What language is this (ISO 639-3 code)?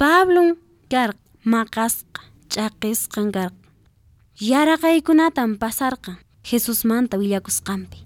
que